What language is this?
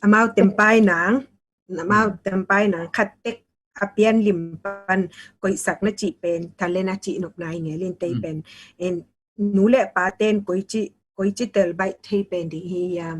Tedim Chin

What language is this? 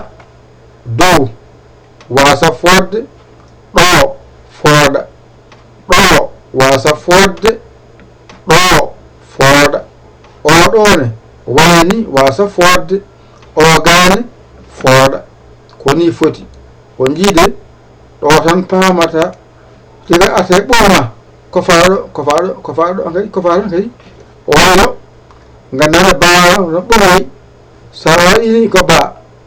Fula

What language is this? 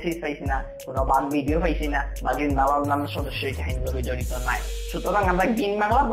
Sylheti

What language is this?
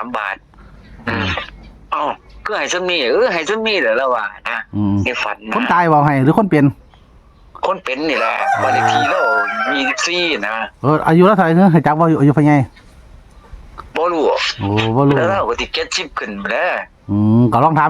Northeastern Thai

